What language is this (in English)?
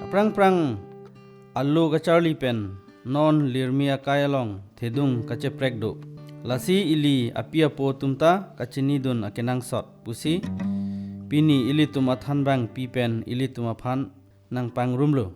Karbi